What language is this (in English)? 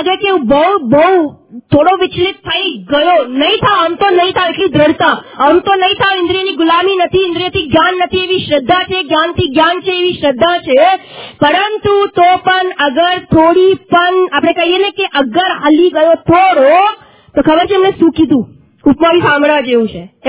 Gujarati